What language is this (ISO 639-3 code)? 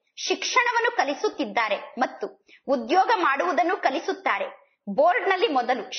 kan